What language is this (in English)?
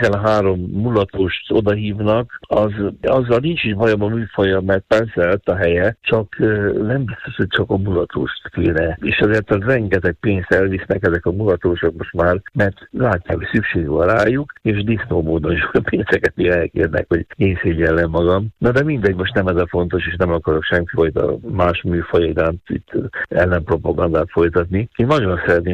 Hungarian